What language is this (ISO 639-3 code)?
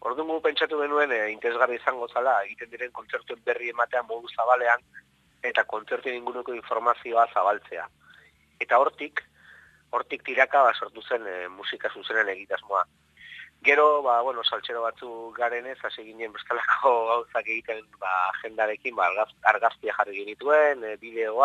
eus